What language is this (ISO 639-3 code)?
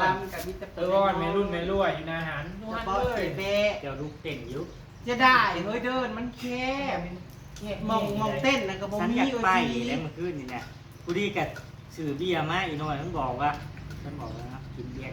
tts